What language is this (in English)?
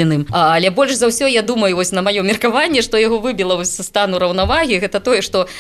Belarusian